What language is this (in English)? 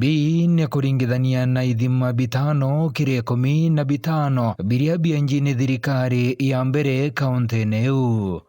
Meru